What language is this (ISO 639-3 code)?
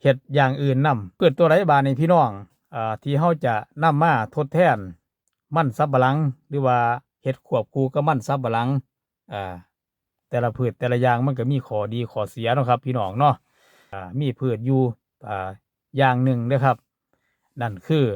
tts